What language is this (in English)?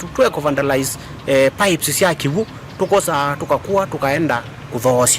Kamba